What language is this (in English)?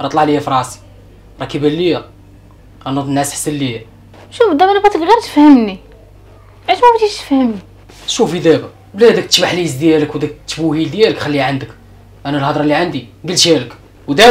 Moroccan Arabic